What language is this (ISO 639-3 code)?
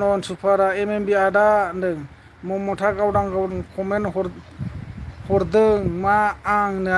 brx